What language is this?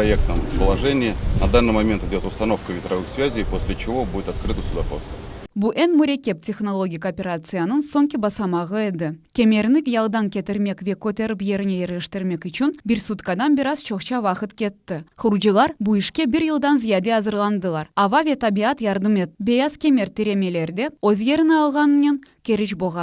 Crimean Tatar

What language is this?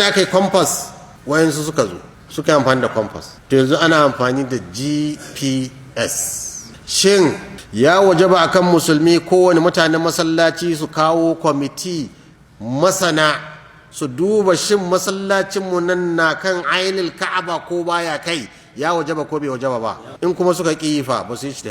Hausa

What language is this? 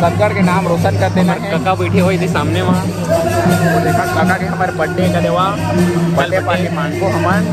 Chhattisgarhi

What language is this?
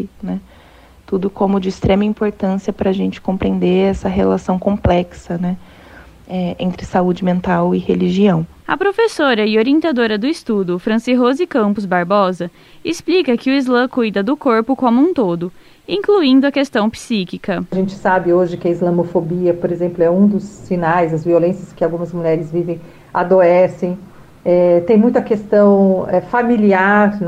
Portuguese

